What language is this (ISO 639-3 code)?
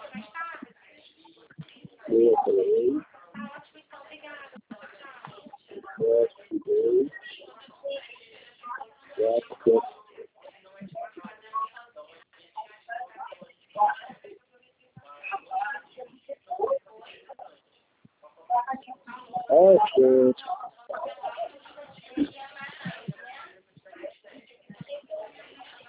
por